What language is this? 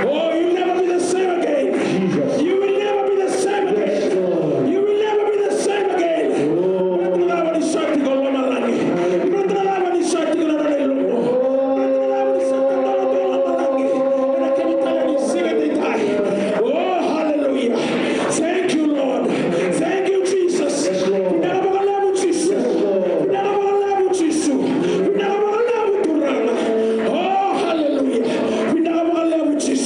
Fijian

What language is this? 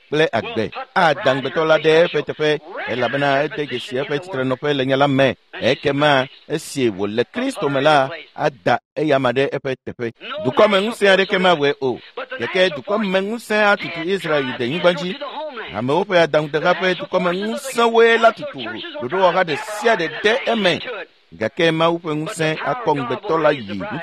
Ewe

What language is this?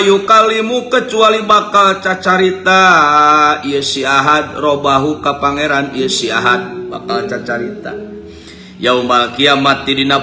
Sundanese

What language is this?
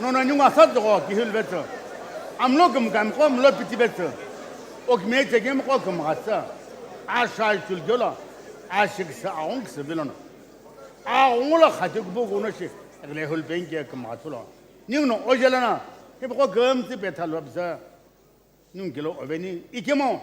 Sumi Naga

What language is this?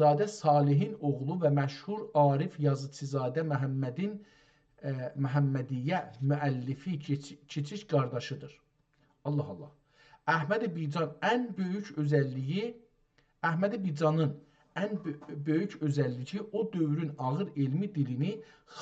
South Azerbaijani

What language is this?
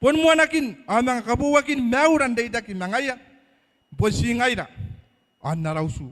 Gilbertese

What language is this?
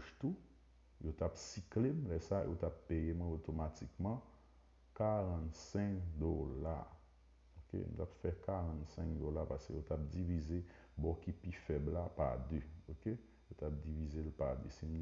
Haitian Creole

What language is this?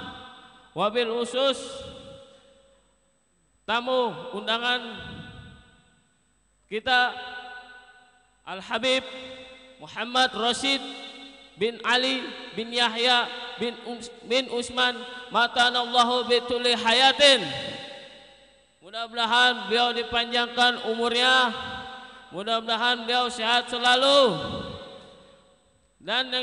Indonesian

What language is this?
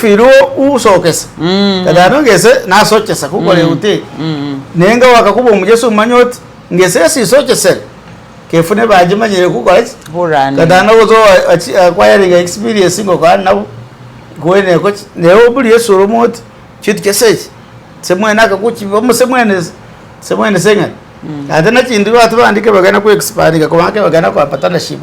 Masaaba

